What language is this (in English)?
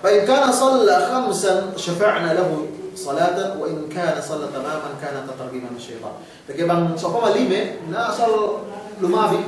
Yakan